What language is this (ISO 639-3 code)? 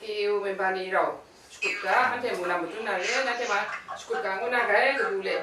kac